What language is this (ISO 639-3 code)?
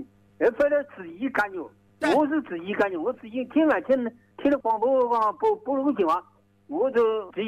zho